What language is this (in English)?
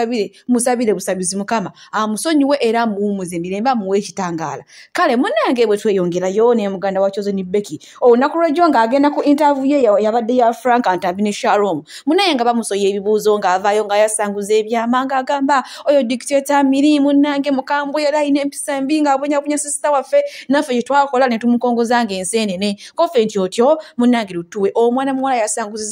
Ganda